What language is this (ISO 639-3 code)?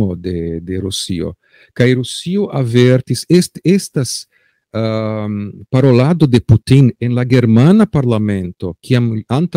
epo